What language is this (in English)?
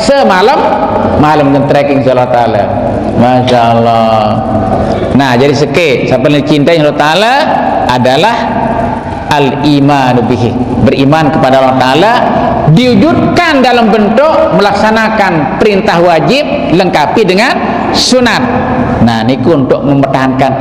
Sasak